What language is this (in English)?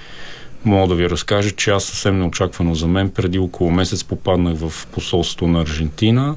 Bulgarian